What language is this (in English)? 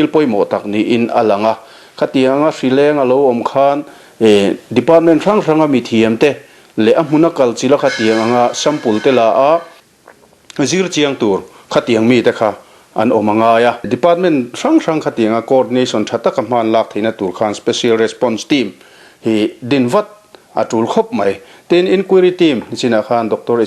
Mizo